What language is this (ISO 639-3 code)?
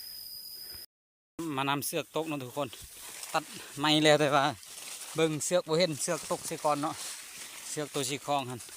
lao